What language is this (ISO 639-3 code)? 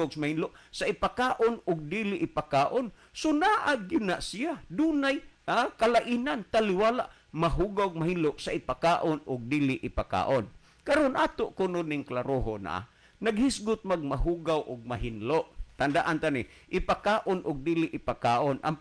ceb